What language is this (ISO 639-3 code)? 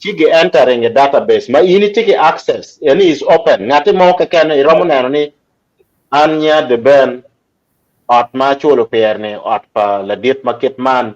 ach